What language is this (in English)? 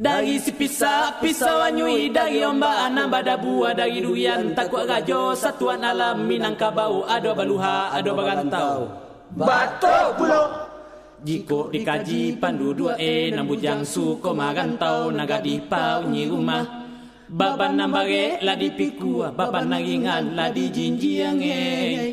Minangkabau